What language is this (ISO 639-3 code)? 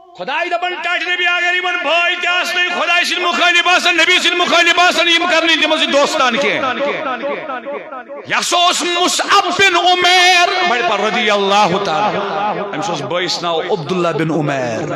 kas